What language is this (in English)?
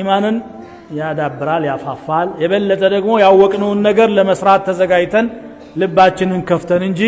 Amharic